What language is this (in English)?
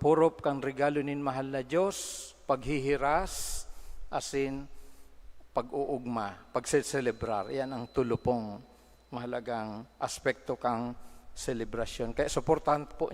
Bikol